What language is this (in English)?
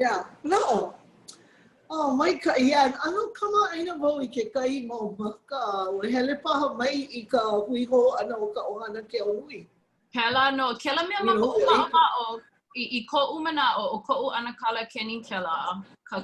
Hawaiian